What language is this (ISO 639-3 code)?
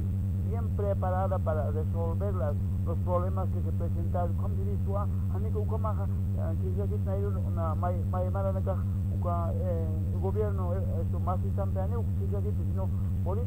aym